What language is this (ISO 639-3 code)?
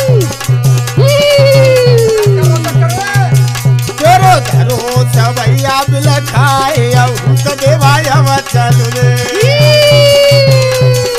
hin